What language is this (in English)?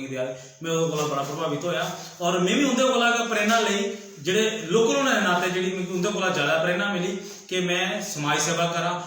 Dogri